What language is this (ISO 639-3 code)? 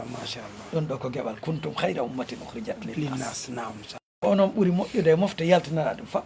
ful